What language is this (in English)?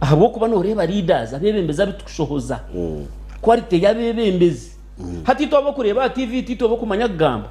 Nyankole